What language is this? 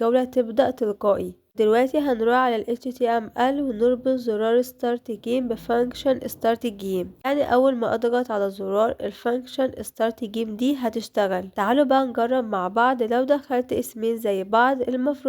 Egyptian Arabic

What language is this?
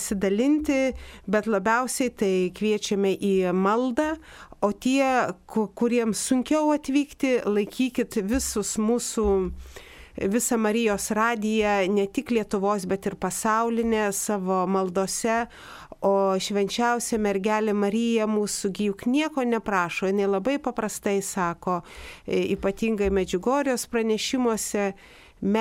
Lithuanian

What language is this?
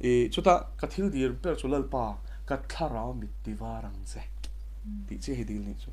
Mizo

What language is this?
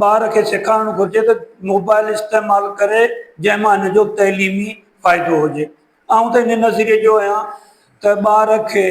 Sindhi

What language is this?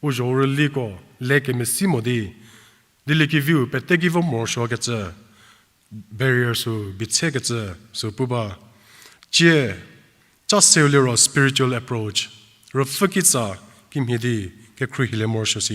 Angami Naga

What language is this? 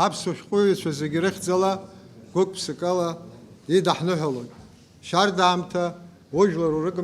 Abkhazian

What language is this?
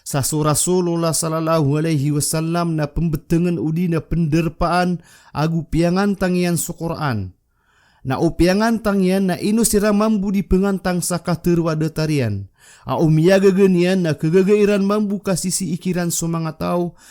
Maranao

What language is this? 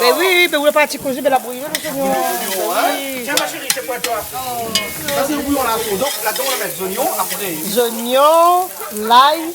Réunion Creole French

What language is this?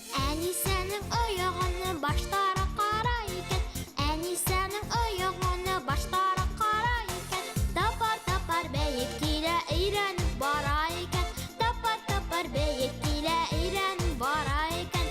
Bashkir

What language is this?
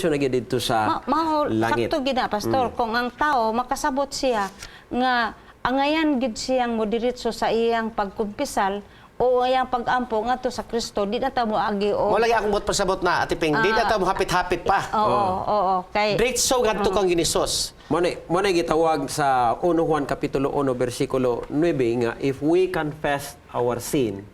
Cebuano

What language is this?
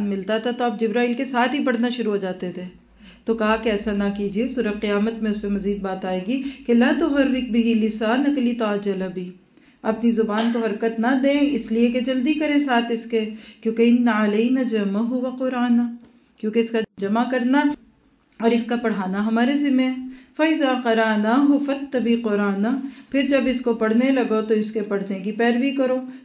Urdu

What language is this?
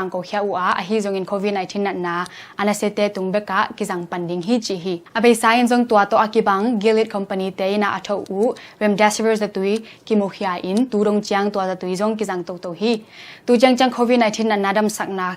Tedim Chin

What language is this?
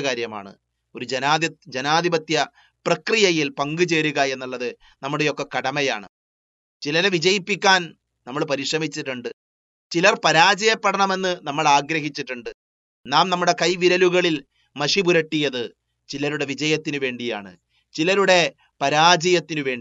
Malayalam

